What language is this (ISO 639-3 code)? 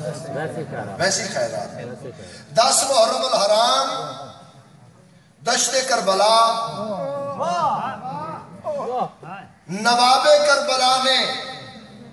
urd